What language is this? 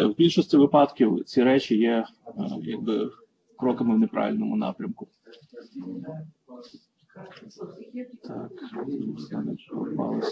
Ukrainian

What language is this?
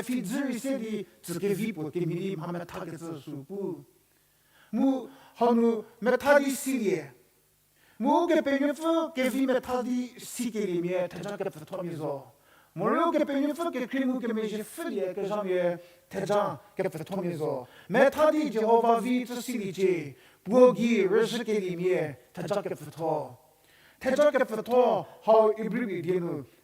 Angami Naga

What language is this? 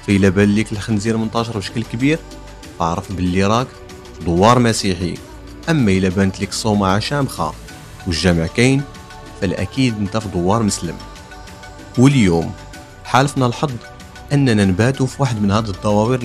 Moroccan Arabic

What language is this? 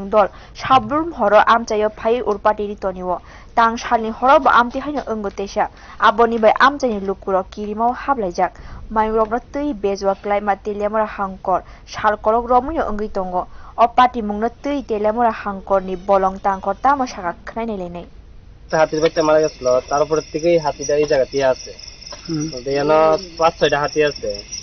Kok Borok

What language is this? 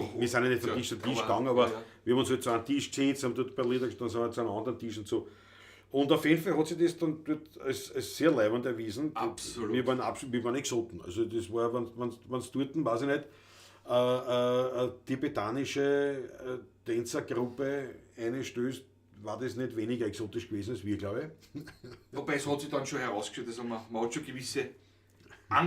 Bavarian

